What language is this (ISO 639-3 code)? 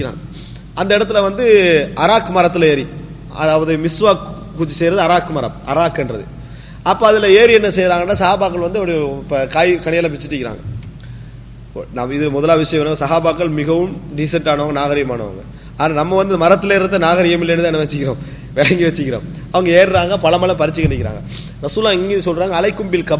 tam